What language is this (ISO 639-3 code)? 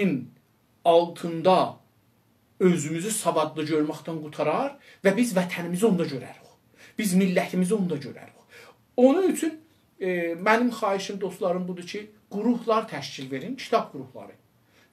azb